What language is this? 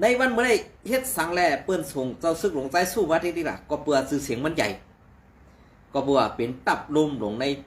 Shan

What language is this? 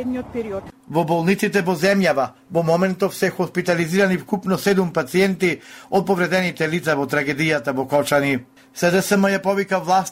Macedonian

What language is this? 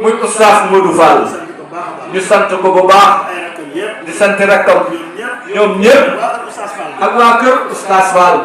Wolof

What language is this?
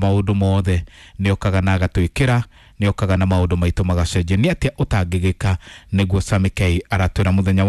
Kikuyu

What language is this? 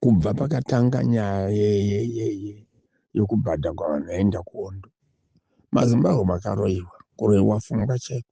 Shona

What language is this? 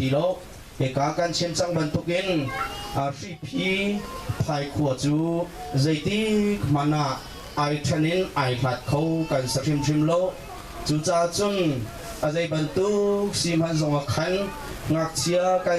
Hakha Chin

